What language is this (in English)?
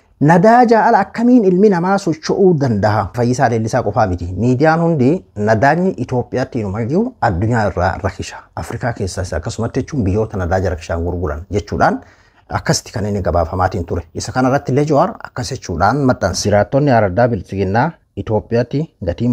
Oromo